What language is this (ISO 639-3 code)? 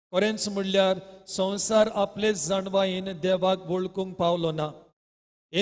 kok